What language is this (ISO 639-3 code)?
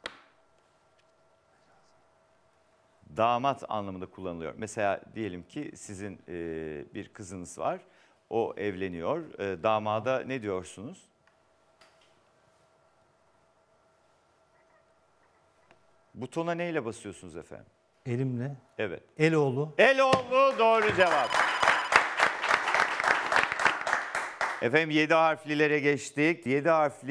tur